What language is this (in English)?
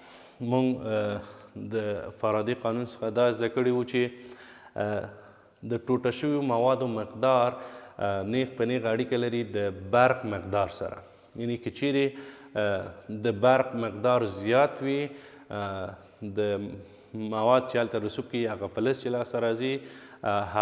Pashto